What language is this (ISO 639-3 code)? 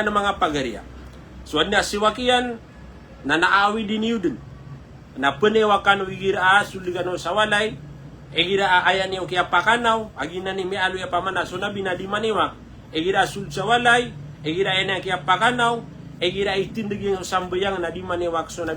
mrw